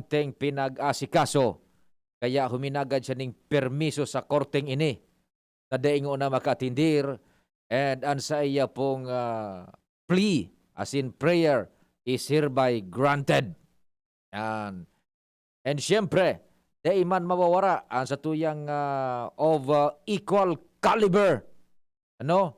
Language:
Bikol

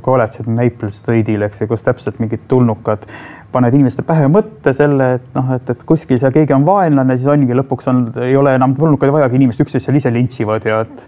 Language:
Estonian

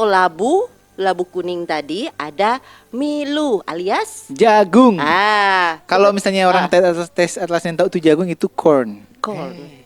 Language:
Manado Malay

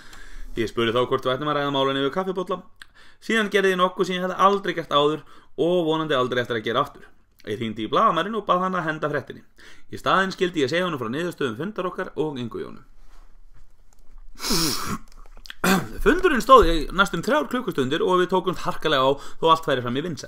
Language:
Icelandic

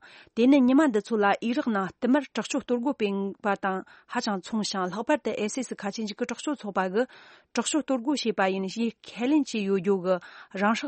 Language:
Tibetan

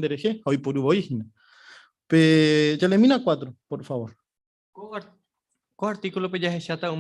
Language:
Guarani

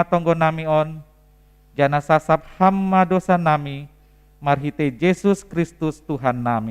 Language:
Batak Simalungun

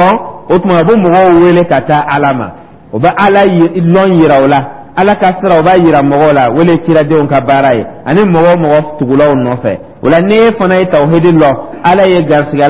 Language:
Dyula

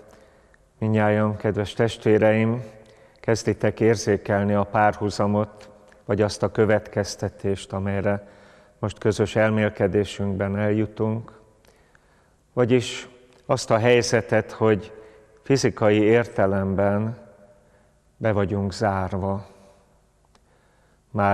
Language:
Hungarian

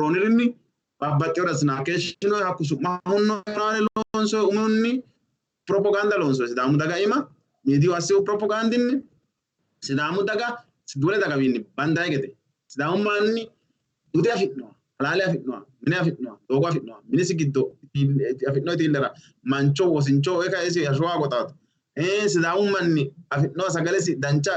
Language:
Sidamo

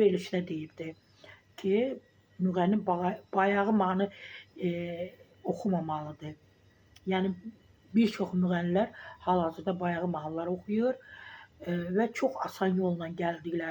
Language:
Azerbaijani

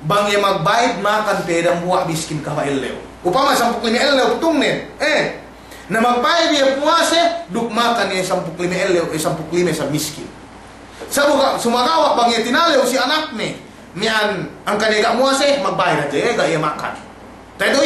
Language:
Yakan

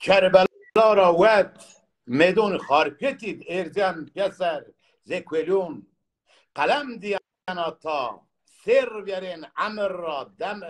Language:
Zaza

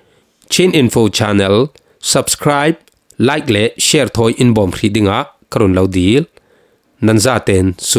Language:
Falam Chin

